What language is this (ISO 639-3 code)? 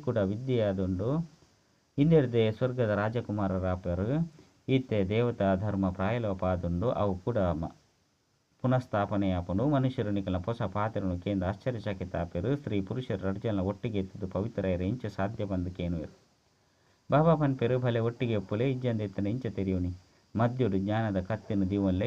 tcy